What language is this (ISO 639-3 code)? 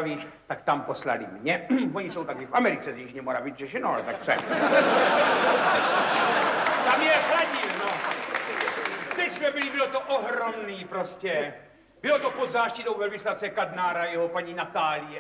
ces